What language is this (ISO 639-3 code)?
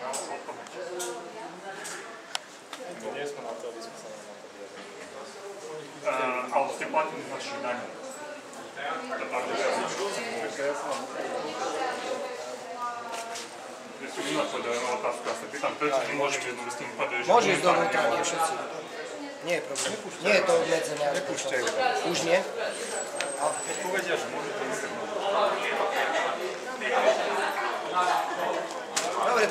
slk